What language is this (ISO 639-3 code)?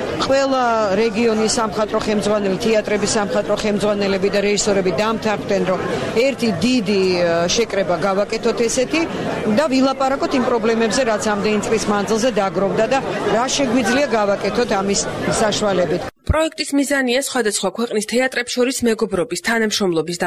kat